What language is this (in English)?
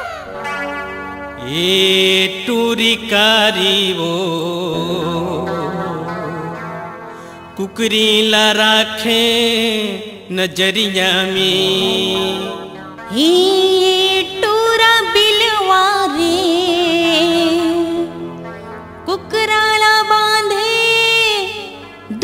Chhattisgarhi